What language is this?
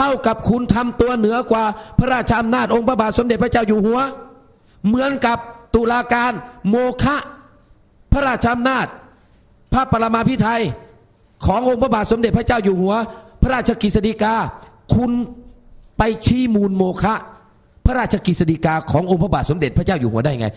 Thai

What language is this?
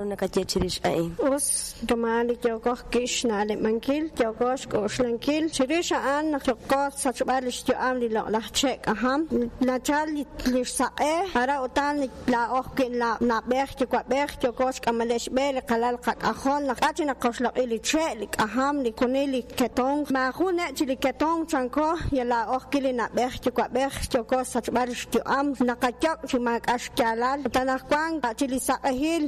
Kekchí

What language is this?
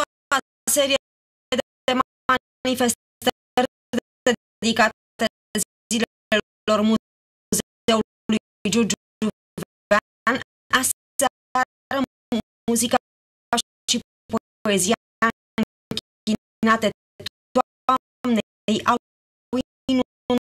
Romanian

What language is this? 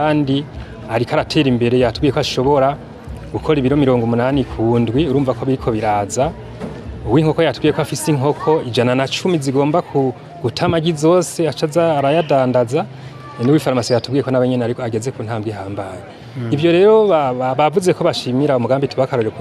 Rundi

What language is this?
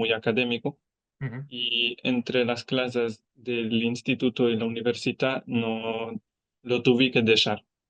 Ladino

